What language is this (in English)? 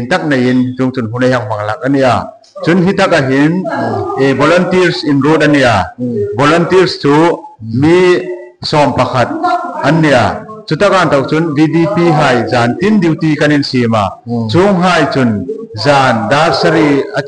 Hmar